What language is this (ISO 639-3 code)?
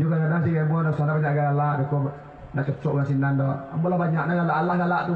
min